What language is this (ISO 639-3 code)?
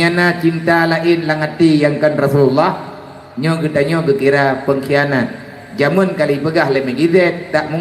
ace